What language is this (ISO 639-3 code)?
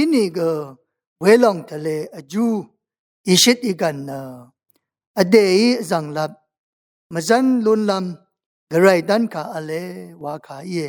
raw